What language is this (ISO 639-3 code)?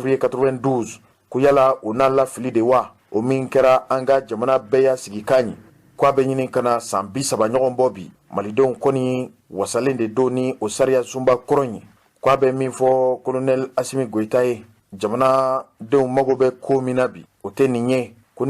bam